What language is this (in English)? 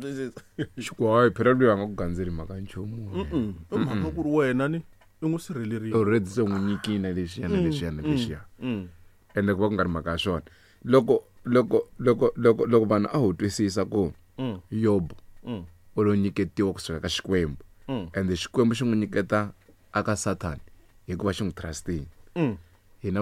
Tsonga